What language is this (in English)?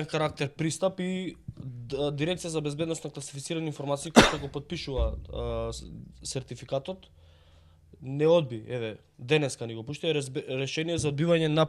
Macedonian